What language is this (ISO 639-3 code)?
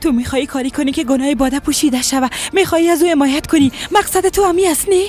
fas